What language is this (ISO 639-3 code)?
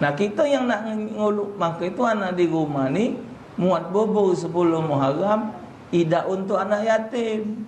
mui